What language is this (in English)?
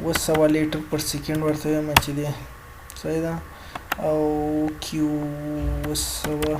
Pashto